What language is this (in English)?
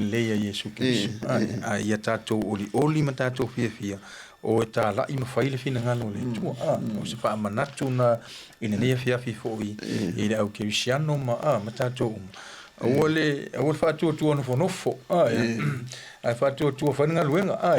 Samoan